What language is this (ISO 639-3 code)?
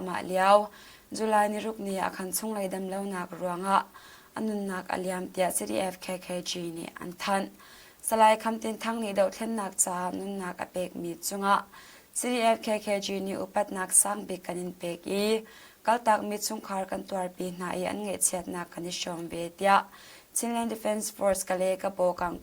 cnh